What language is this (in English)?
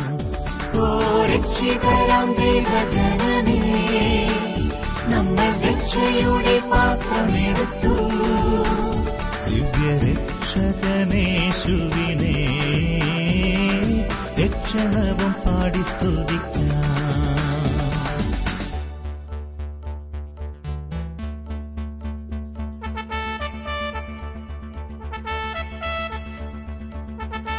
Malayalam